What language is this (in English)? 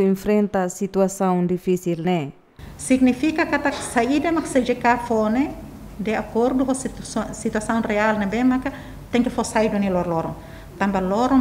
Tetum